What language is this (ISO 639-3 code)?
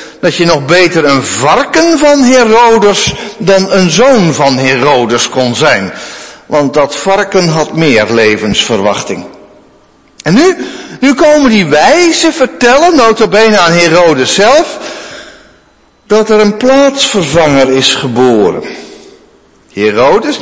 nld